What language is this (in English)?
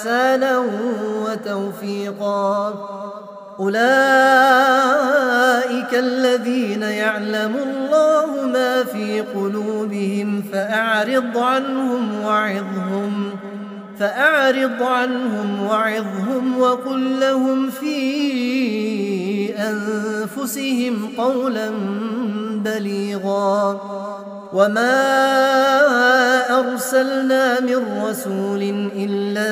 Arabic